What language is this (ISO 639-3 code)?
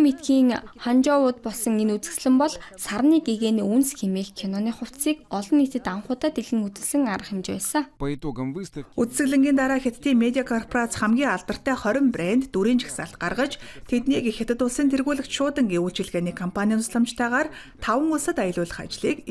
mon